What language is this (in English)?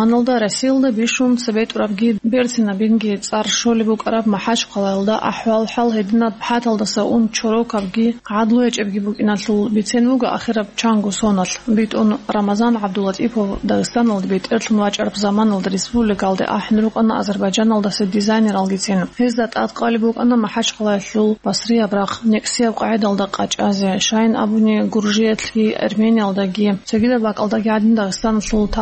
Avaric